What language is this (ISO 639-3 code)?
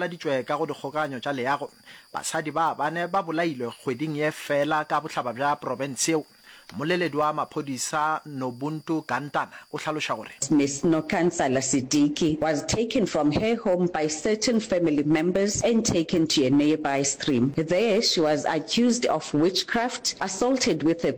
nso